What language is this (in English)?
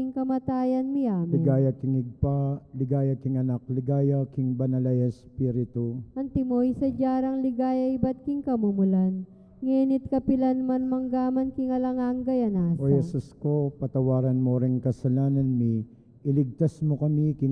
Pampanga